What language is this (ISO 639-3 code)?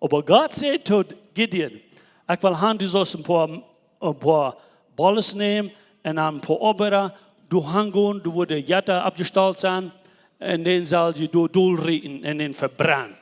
pdt